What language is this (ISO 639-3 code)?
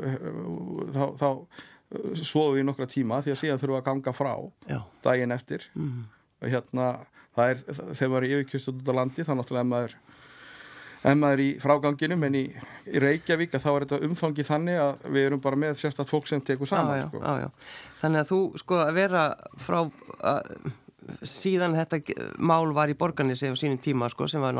isl